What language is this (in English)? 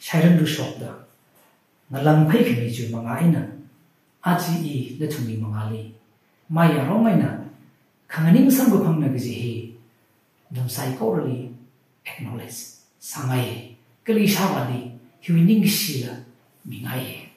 Tangkhul Naga (India)